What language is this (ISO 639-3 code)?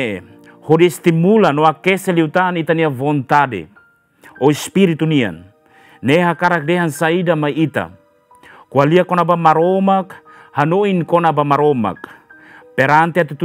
tet